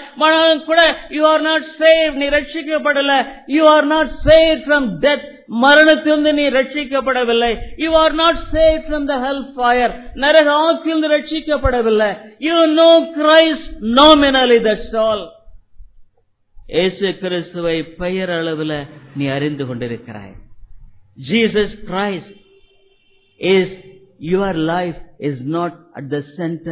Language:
Tamil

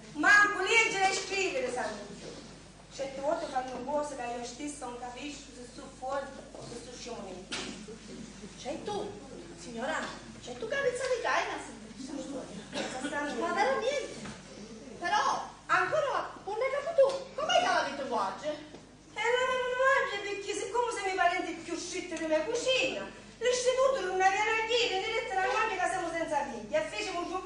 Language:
Sicilian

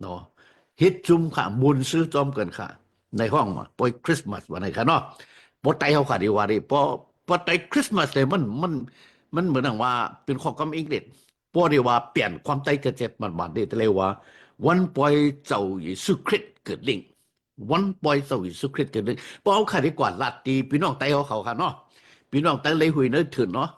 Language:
Shan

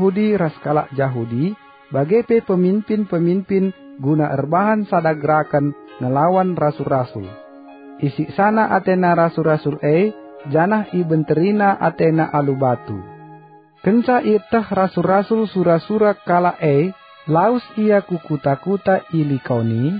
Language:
Batak Karo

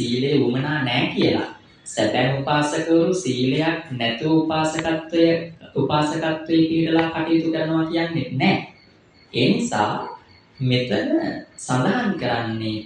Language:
Sinhala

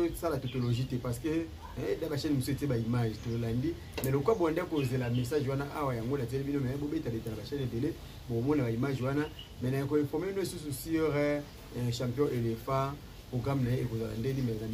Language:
Lingala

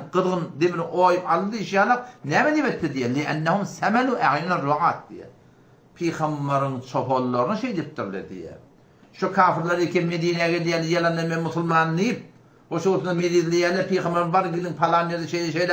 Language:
Turkmen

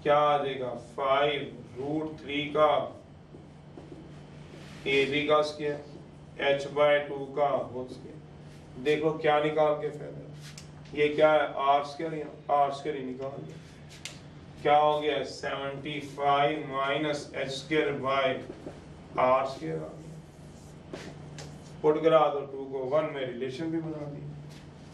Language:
Hindi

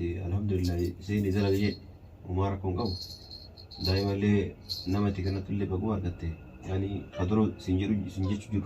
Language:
Oromo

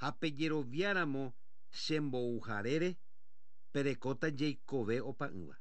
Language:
Guarani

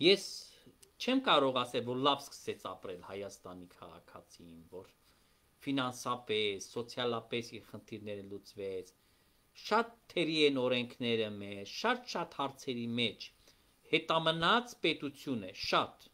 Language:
Armenian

